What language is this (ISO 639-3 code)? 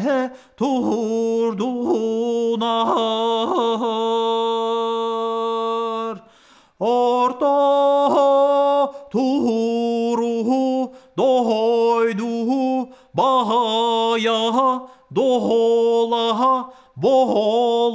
sah